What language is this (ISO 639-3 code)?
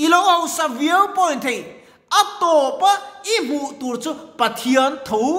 lus